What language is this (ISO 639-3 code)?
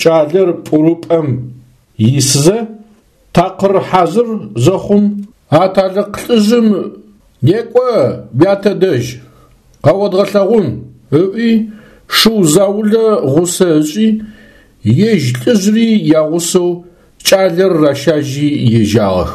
ady